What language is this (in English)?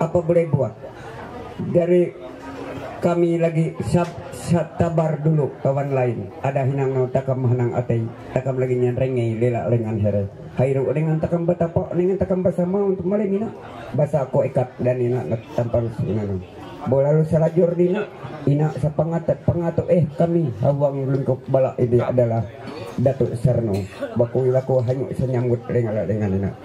Ma'anyan